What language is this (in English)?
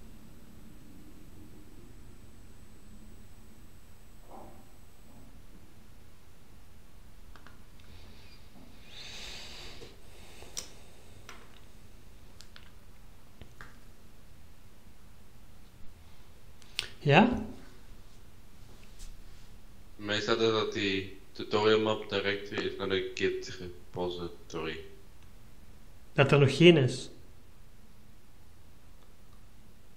Dutch